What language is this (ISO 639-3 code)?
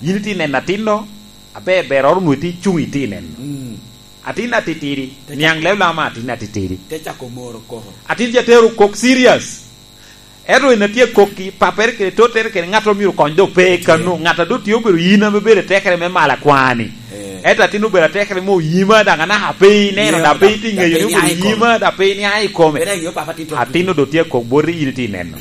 laj